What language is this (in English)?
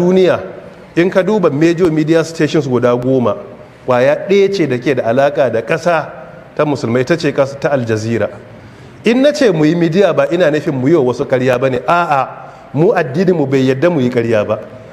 Hausa